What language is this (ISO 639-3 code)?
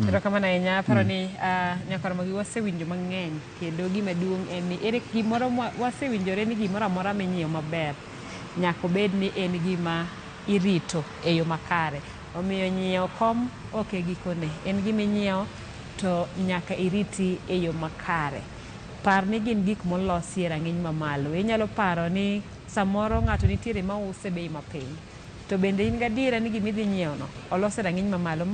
luo